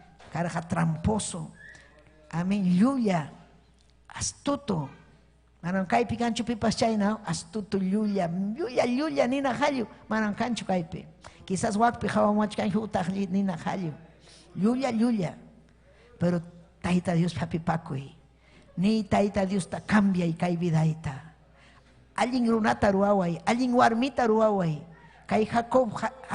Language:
Ayacucho Quechua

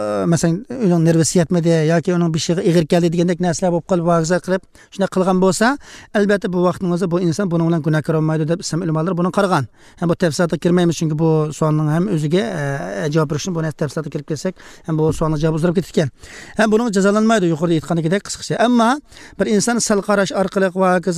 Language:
Uyghur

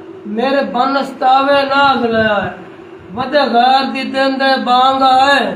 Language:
Saraiki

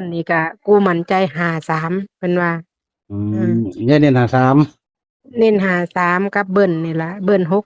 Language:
Northeastern Thai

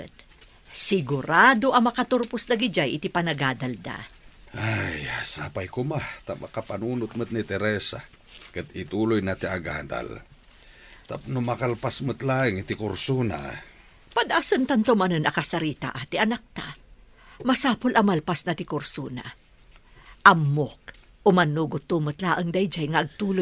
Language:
Iloko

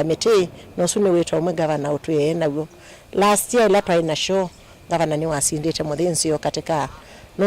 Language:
Kamba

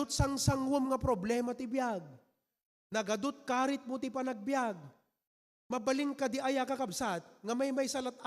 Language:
Iloko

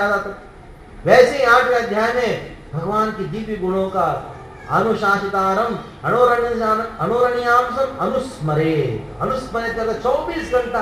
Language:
Hindi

